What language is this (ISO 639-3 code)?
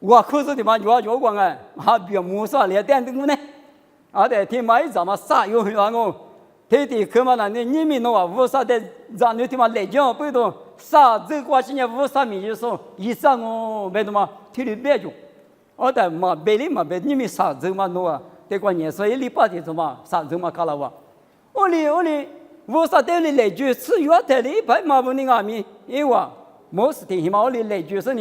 lis